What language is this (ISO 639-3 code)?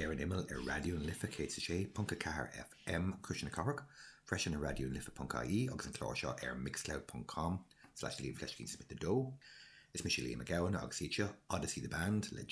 gle